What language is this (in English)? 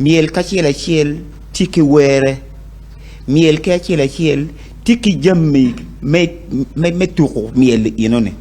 Acoli